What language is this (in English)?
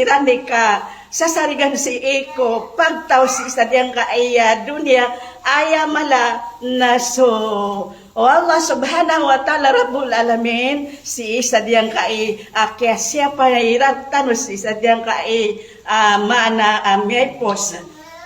Maranao